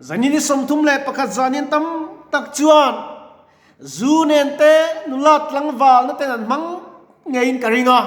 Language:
Mizo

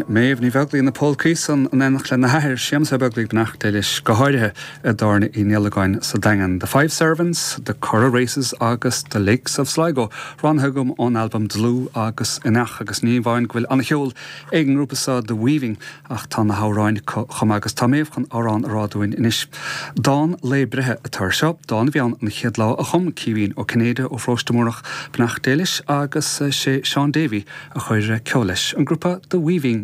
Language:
Irish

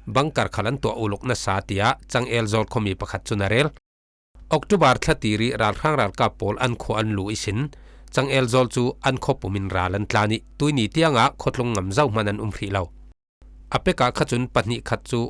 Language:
Falam Chin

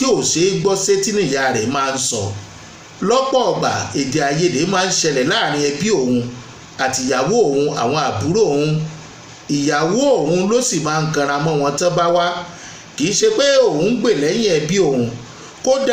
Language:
Yoruba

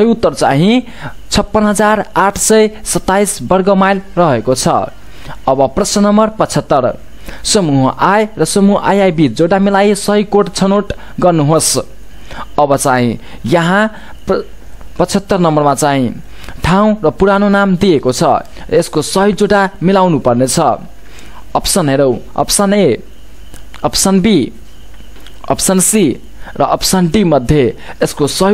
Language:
Nepali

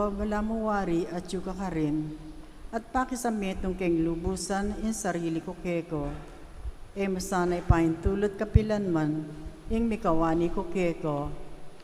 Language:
Pampanga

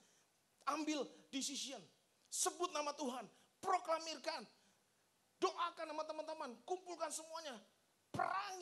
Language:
Indonesian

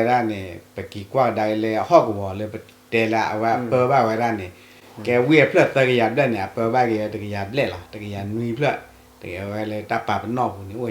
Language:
S'gaw Karen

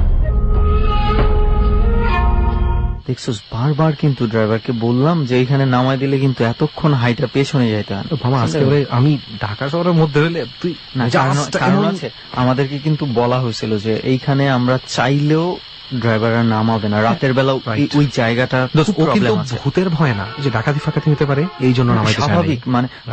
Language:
Bangla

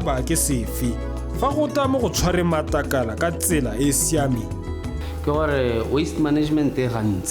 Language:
Tswana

